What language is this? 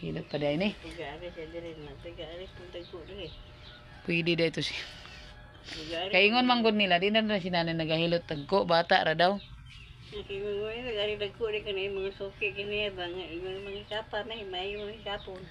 Cebuano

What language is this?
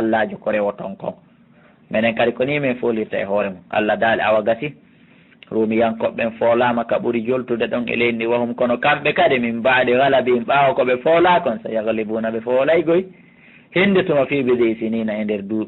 Fula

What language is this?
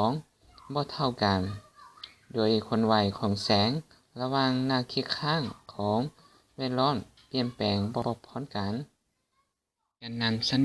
Lao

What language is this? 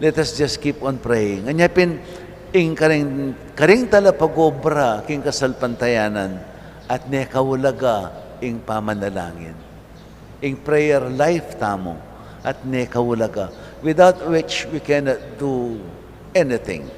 Pampanga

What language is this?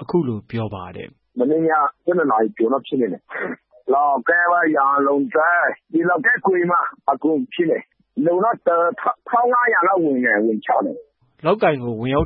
Burmese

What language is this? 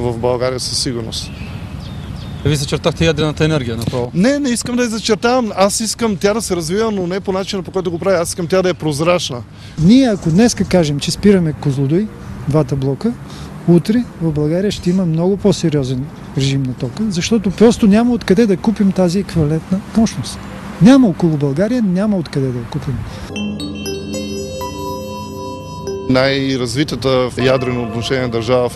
Bulgarian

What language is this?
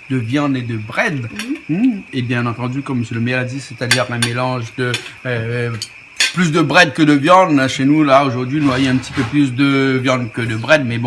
Réunion Creole French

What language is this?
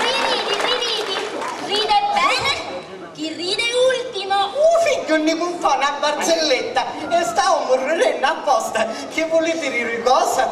Sicilian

